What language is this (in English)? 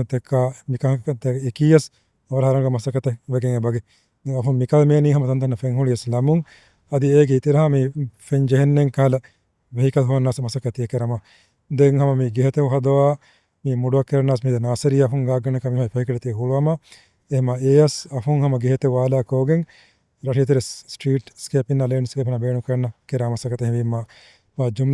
Divehi